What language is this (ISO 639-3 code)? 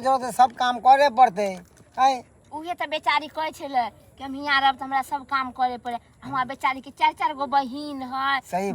mai